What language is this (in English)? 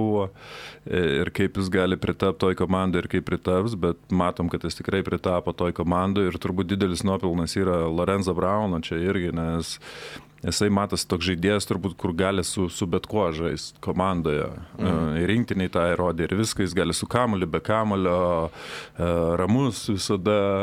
Lithuanian